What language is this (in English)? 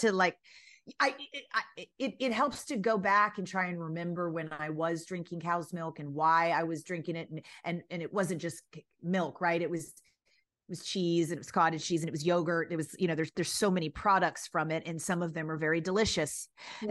English